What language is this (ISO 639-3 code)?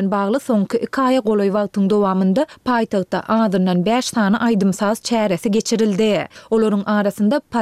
tuk